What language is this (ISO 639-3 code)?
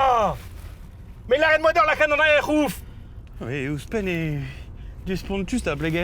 bre